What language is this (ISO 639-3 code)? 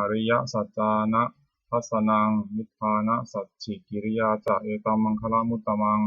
pli